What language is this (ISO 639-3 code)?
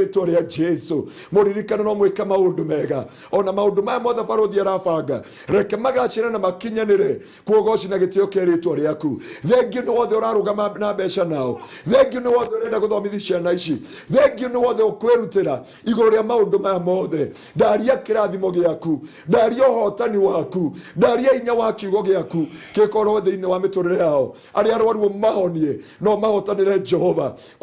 kik